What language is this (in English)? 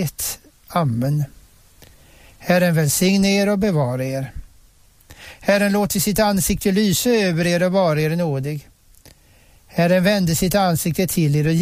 Swedish